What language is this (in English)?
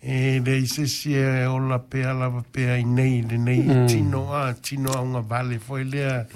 Samoan